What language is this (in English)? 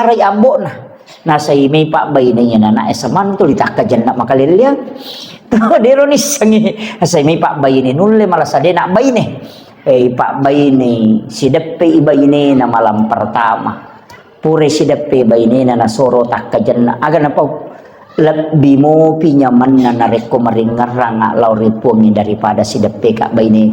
Buginese